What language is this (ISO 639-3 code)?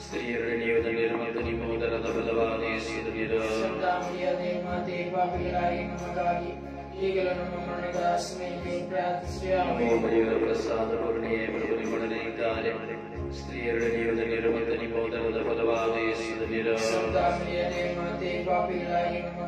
kan